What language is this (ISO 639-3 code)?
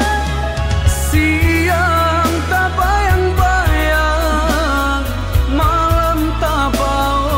min